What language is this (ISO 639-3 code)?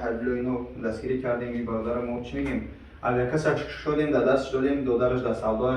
tgk